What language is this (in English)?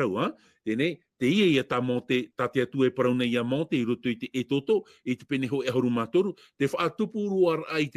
Tahitian